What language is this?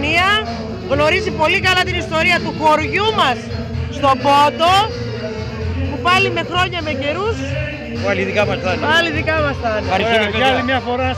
Greek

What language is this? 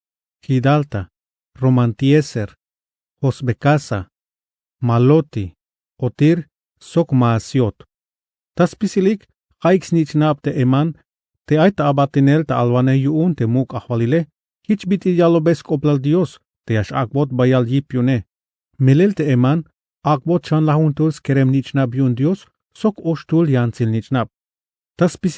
Tzeltal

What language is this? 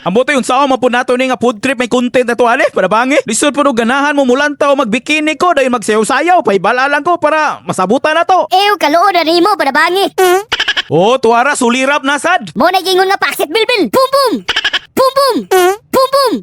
Cebuano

